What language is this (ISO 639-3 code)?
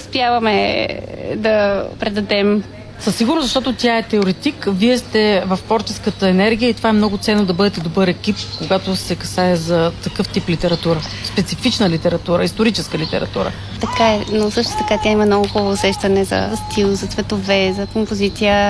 bul